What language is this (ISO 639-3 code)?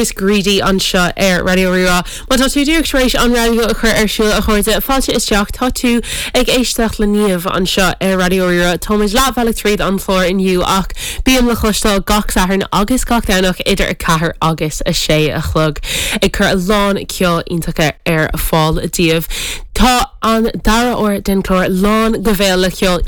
gle